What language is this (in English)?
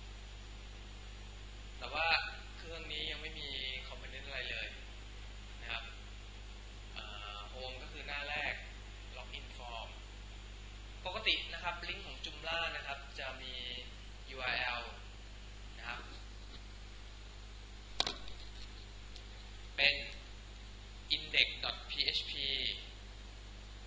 Thai